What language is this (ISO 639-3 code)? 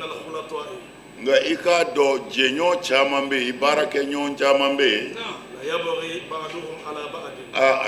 bam